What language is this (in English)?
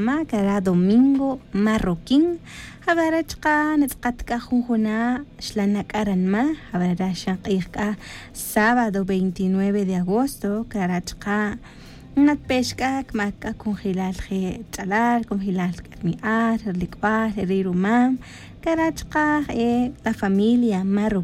Tz'utujil